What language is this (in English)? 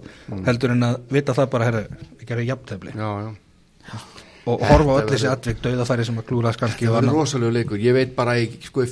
Icelandic